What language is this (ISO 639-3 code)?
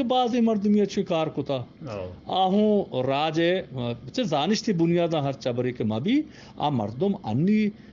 bgp